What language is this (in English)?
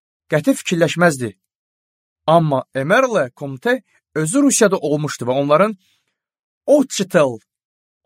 Azerbaijani